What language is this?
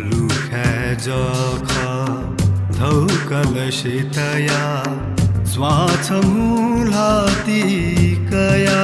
Newari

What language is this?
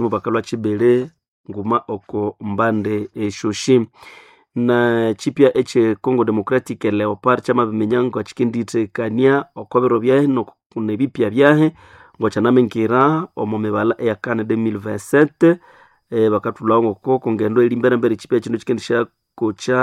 Nande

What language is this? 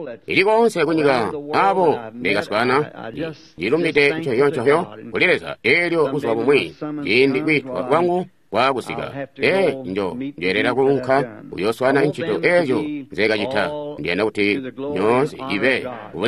Tonga (Zambia)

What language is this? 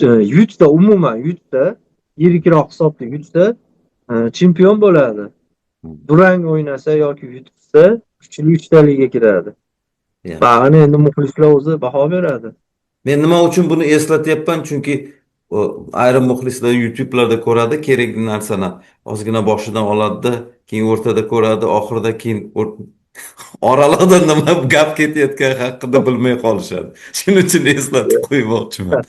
Uzbek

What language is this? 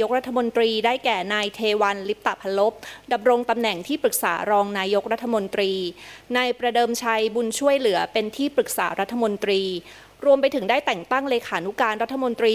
Thai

